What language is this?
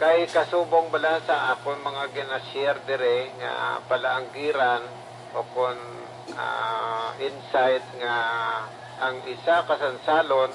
Hiligaynon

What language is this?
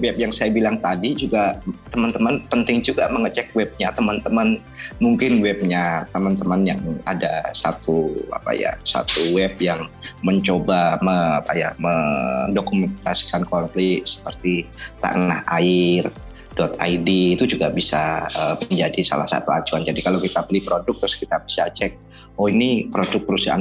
Indonesian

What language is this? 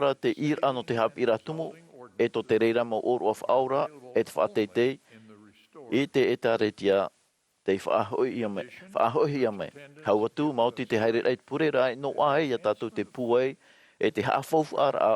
Tahitian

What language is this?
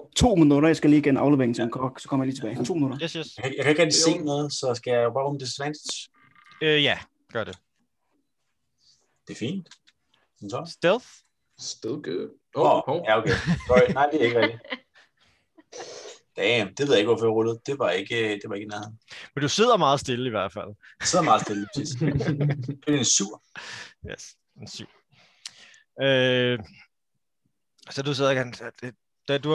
Danish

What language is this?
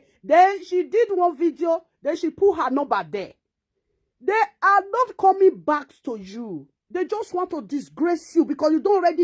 Nigerian Pidgin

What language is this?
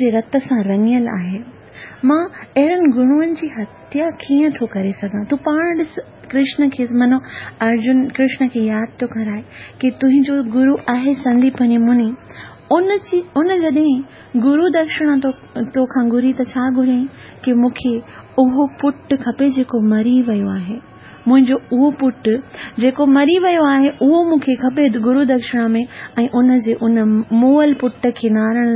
Sindhi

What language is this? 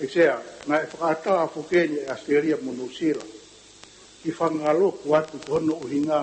Tongan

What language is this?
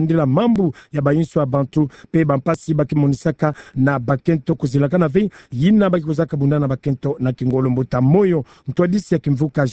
Kituba (Democratic Republic of Congo)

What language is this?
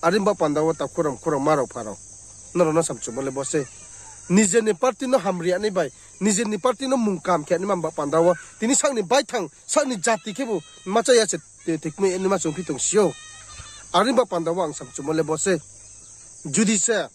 Riang (India)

